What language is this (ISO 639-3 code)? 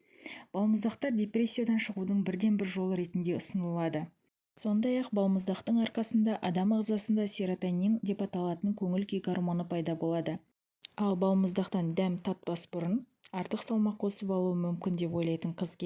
kaz